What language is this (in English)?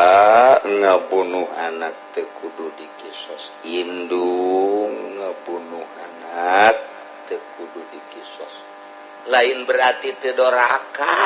Sundanese